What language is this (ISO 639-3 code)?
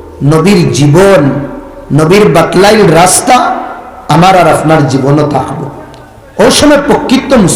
syl